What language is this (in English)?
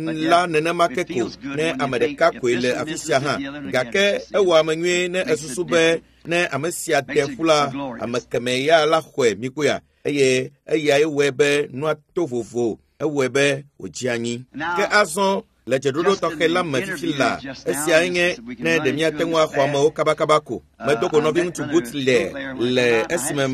Ewe